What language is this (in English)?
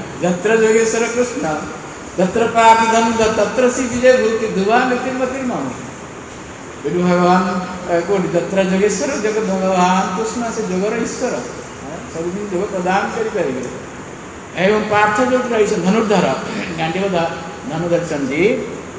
Odia